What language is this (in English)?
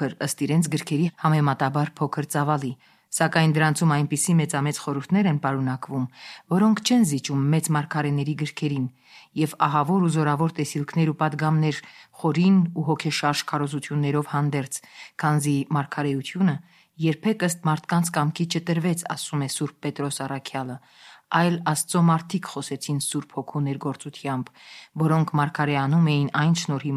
Armenian